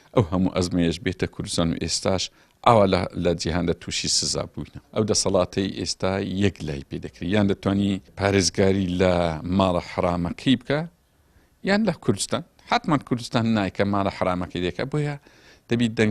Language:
Central Kurdish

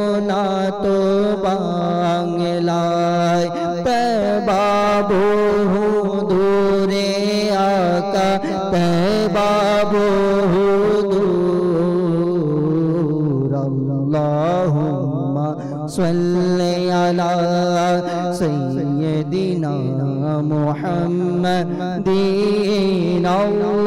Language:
Bangla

